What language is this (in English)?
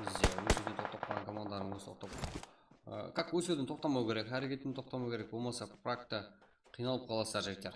Kara-Kalpak